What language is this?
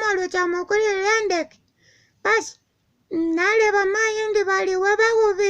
Masaaba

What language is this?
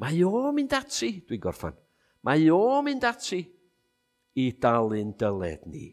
Welsh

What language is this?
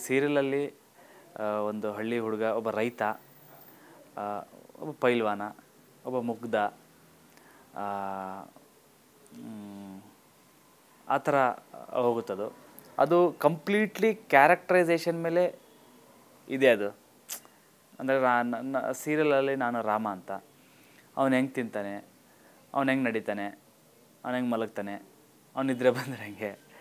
Kannada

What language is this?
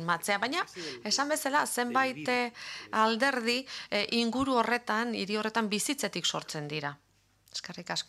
Basque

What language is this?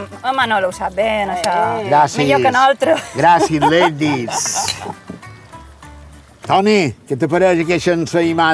Catalan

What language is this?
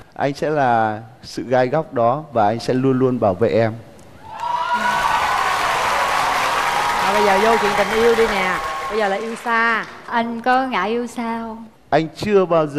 Vietnamese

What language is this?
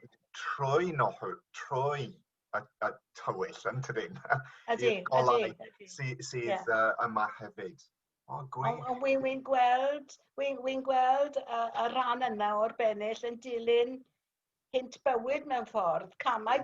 Welsh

